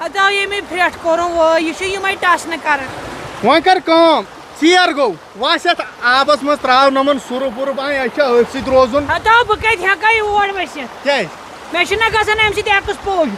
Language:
Kashmiri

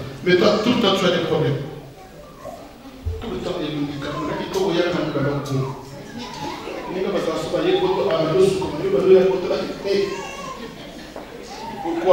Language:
French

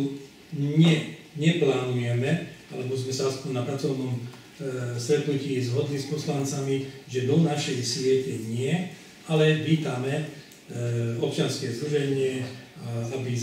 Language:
Slovak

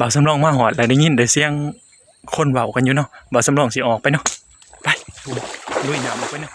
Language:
Northeastern Thai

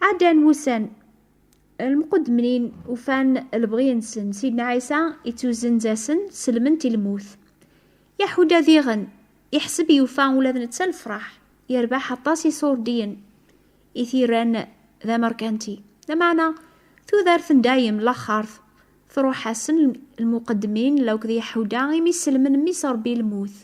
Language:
Kabyle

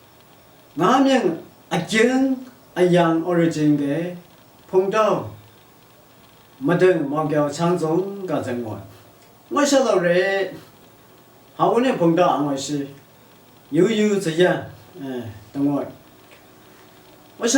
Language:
Lashi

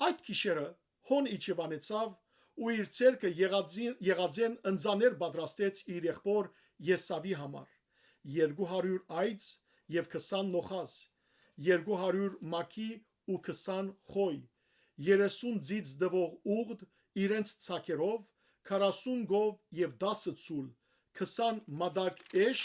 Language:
Western Armenian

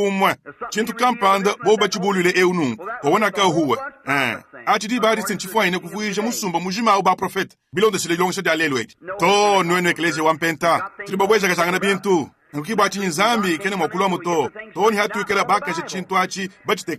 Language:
Luba-Lulua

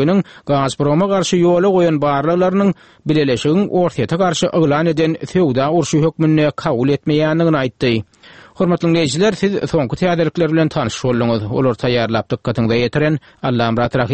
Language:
Turkmen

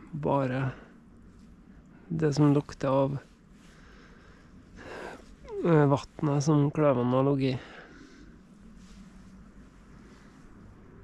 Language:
Norwegian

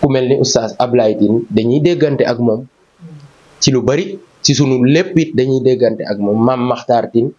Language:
Wolof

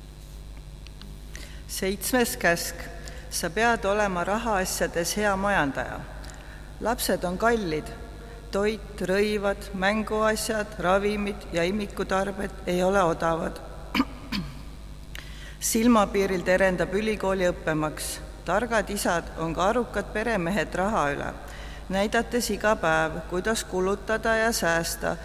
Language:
Estonian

